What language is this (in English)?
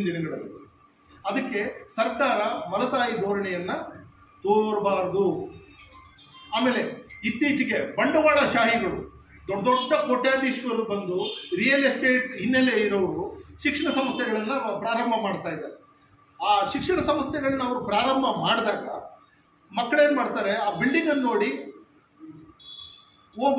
Kannada